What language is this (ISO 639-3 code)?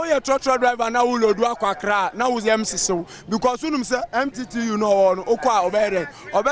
aka